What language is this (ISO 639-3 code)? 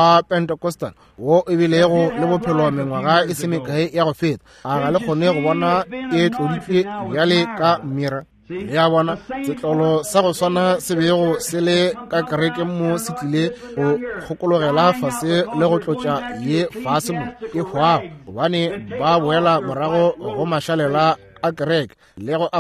nso